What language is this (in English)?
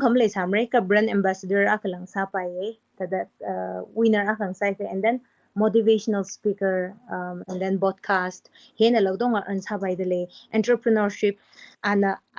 Tangkhul Naga (India)